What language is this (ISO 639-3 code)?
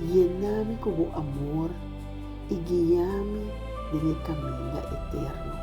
pap